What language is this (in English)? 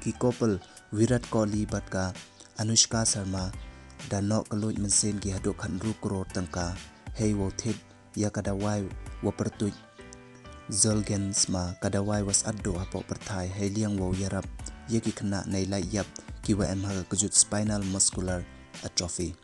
Pnar